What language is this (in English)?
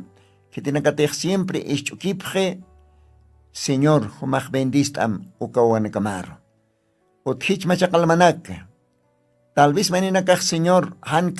Aymara